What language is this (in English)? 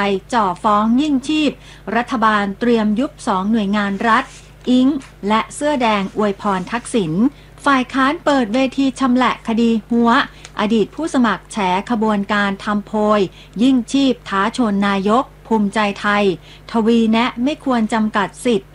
Thai